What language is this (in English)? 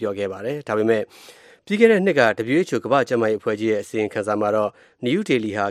Burmese